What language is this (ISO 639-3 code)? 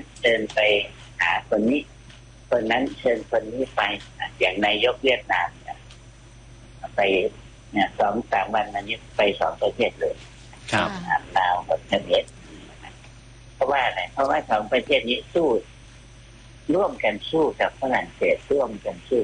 tha